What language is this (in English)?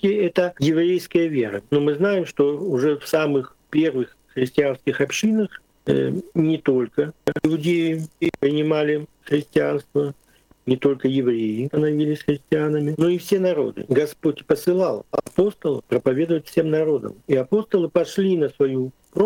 Russian